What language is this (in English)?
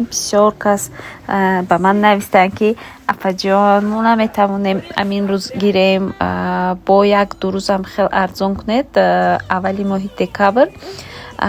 Tajik